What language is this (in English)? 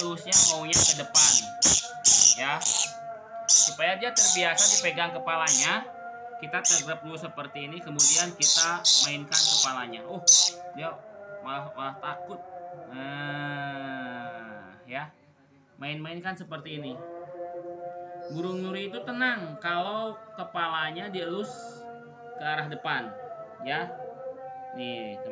Indonesian